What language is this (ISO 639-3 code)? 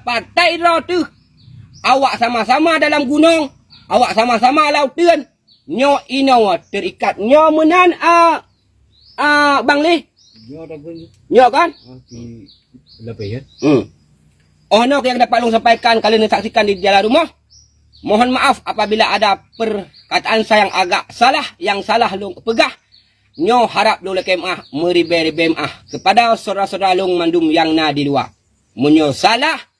ace